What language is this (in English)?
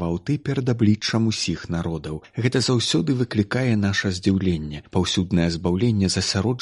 Belarusian